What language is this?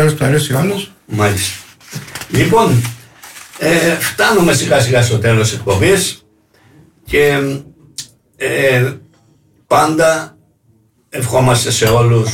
Greek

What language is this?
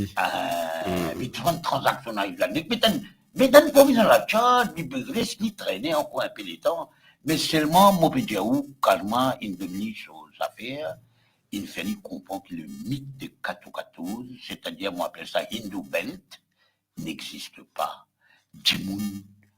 Morisyen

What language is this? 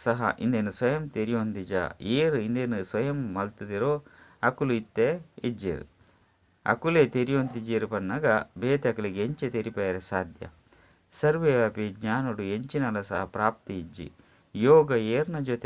Tulu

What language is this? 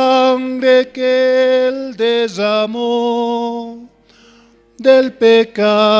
Aymara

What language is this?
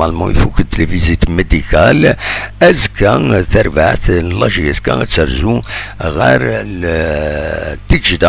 Kabyle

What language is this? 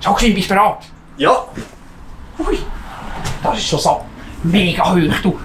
Swiss German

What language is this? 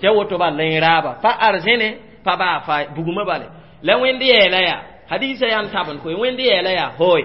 Mossi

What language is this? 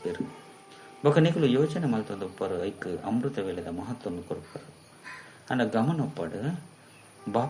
Tulu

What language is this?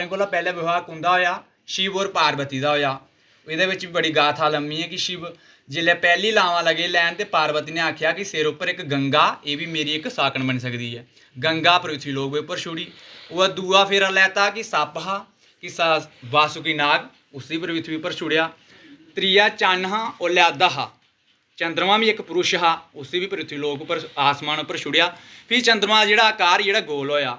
Dogri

